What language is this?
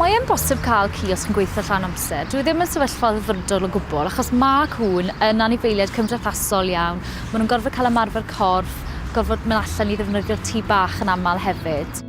Welsh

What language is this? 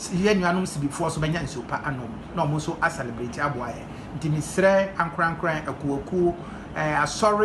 Akan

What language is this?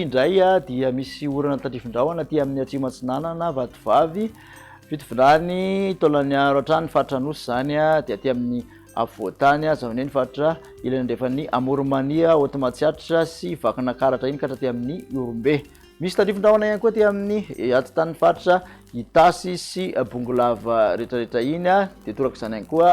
Malagasy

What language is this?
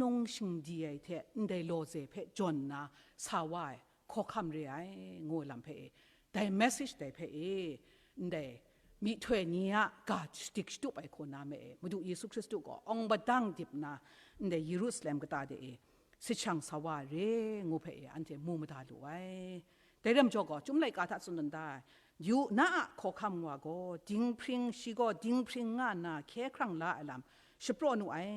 Kachin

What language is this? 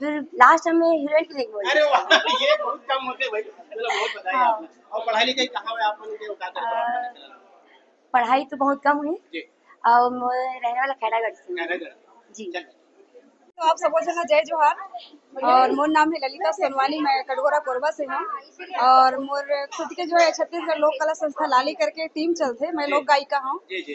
Chhattisgarhi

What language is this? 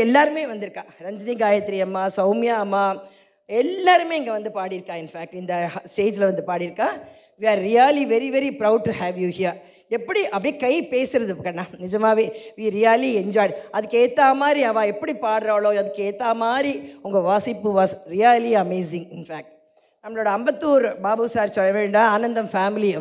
Tamil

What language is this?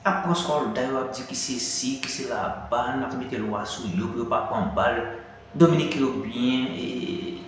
Haitian Creole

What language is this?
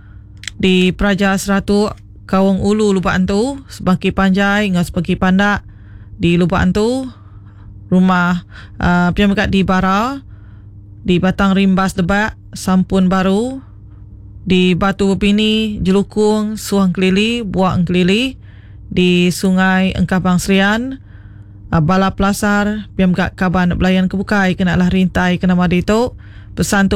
Iban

